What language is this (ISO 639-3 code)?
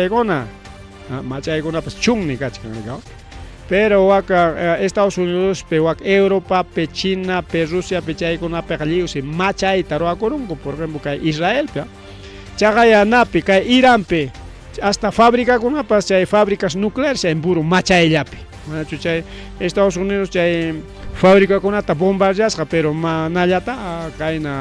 quy